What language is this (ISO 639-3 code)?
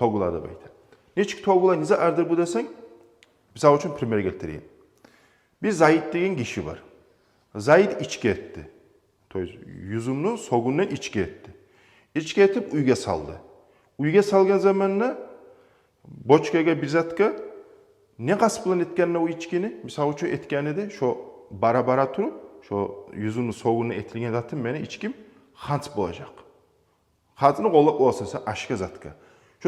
kum